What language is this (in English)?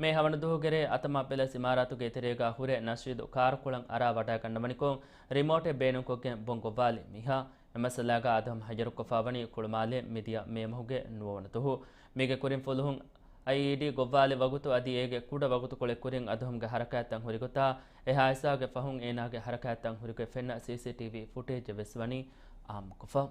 Divehi